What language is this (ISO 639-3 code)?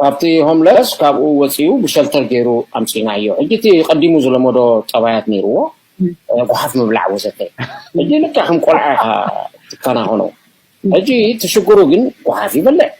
tir